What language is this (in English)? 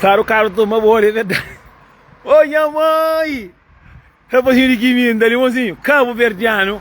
Kabuverdianu